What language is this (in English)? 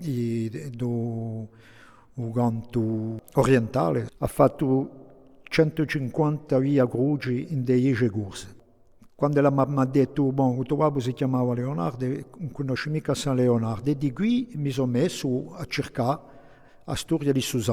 Corsican